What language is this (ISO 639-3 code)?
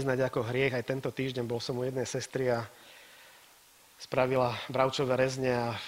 slk